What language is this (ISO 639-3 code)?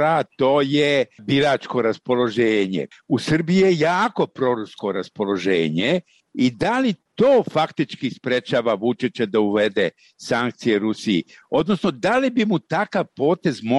srp